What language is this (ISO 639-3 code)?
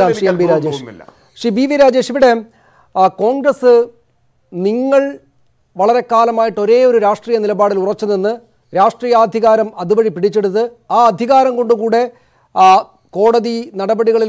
mal